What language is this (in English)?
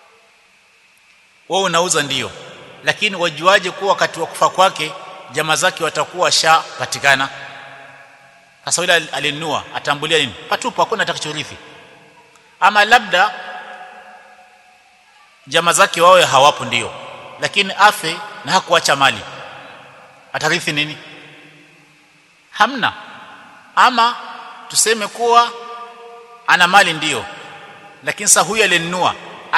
Swahili